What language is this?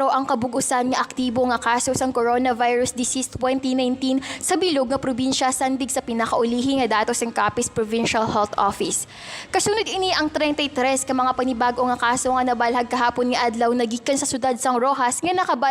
Hiligaynon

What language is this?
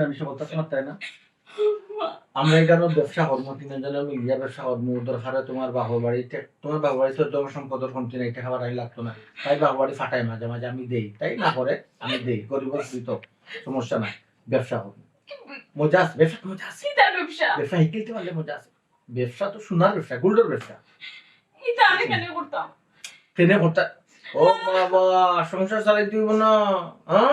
Sylheti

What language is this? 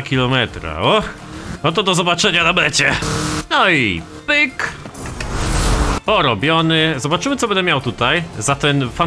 Polish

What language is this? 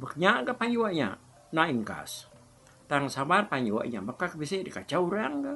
Iban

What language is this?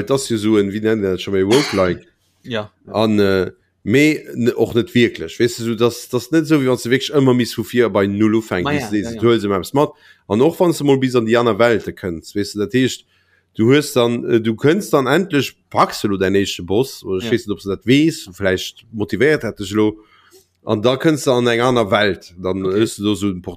Luxembourgish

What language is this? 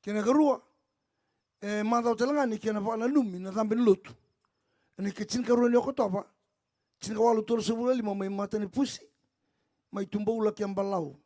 Fijian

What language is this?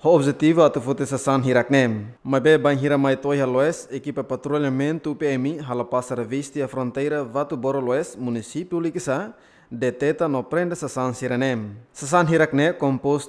Tetum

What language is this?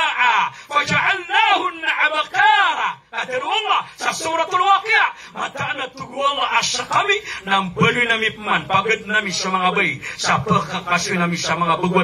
Maranao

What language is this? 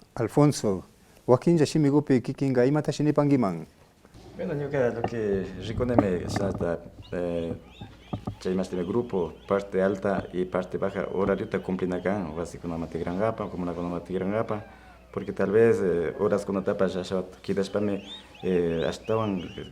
Imbabura Highland Quichua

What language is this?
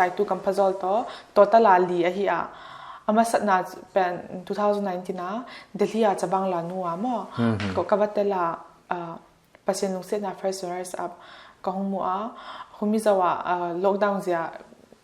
Paite Chin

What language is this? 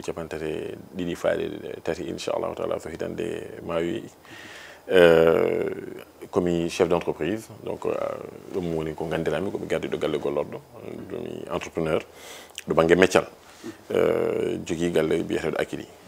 Fula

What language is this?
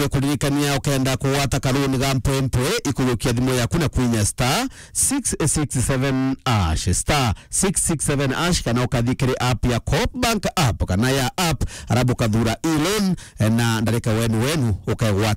Meru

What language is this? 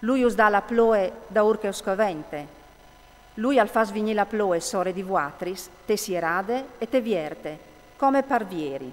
Friulian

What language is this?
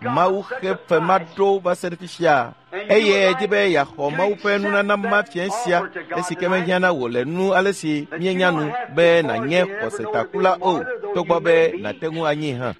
Ewe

